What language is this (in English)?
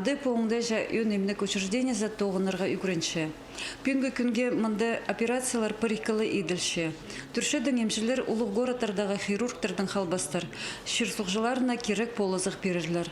Khakas